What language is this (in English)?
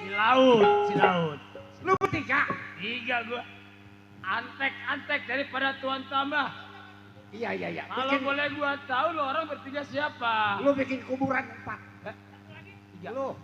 Betawi